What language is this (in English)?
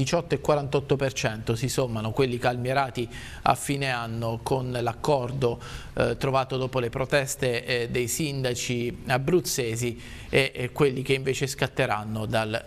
Italian